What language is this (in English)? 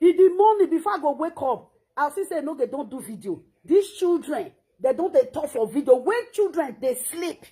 Nigerian Pidgin